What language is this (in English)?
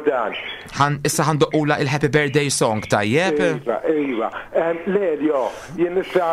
Maltese